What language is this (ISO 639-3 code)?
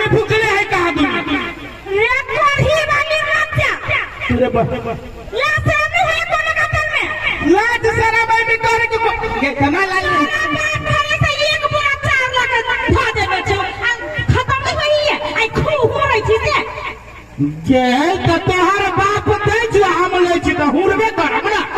mai